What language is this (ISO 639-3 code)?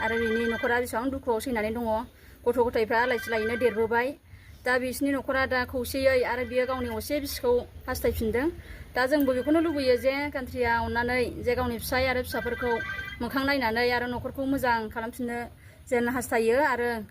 brx